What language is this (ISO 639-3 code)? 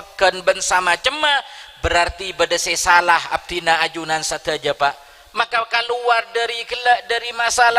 mad